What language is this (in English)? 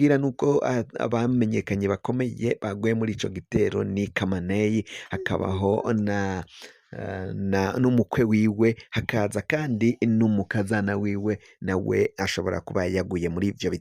Rundi